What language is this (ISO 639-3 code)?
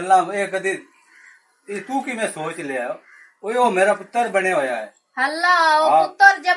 lah